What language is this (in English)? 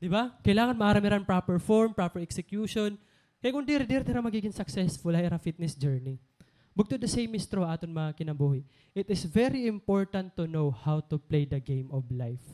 Waray